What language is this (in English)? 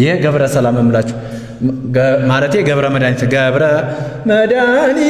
Amharic